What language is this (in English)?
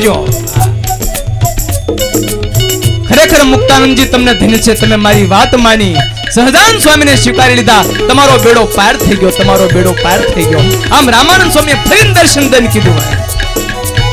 Gujarati